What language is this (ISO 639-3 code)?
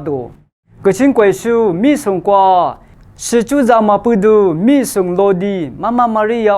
lis